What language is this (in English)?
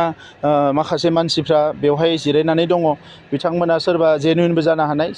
Bodo